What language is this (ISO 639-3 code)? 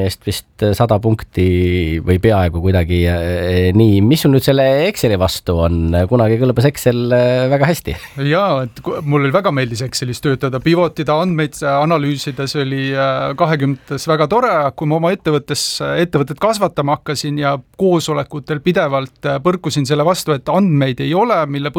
est